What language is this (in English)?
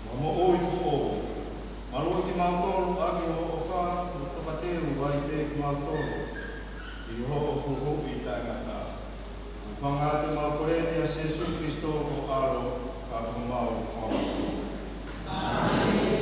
Tongan